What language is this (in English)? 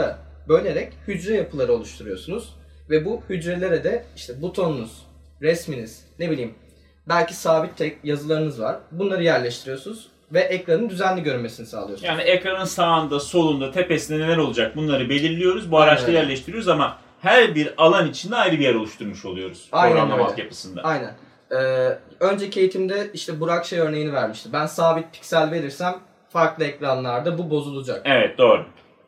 Turkish